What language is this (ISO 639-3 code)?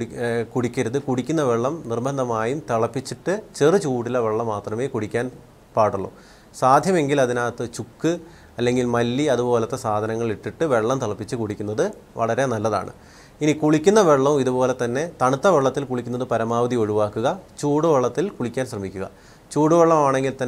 mal